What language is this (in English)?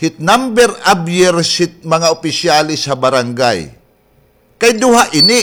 Waray